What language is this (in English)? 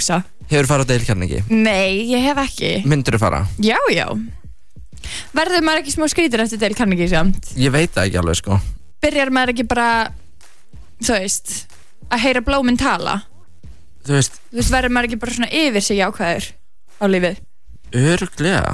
Icelandic